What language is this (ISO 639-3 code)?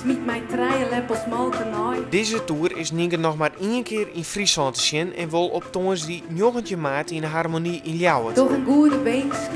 fry